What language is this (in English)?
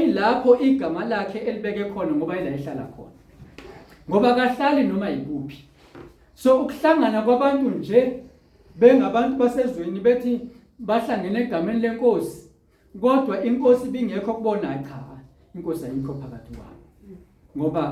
Zulu